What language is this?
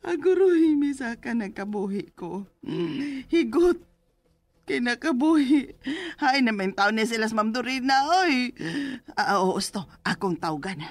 Cebuano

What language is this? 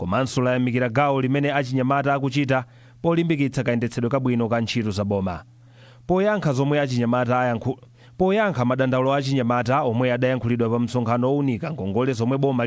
Nyanja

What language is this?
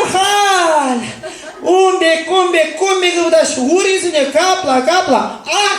Chuvash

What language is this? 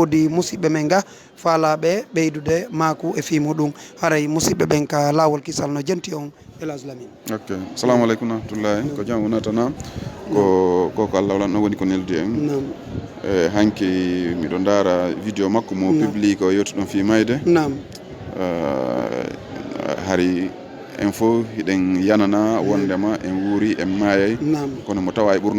Fula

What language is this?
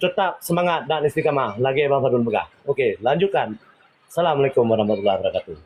Achinese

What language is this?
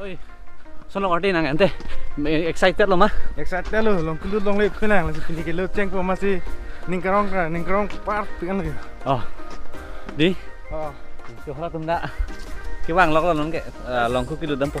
Karbi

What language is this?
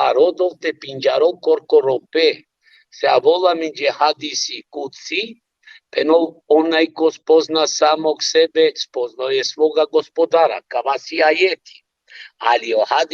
Balkan Romani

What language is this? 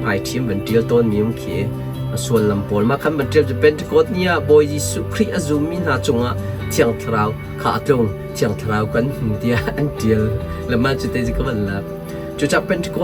Hakha Chin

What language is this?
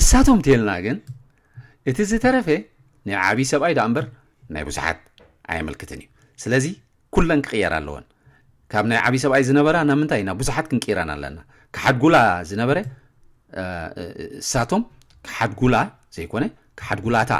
Tigrinya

